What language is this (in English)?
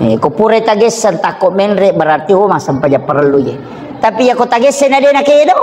Buginese